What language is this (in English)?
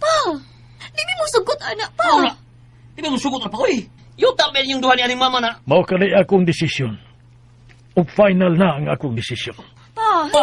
Cebuano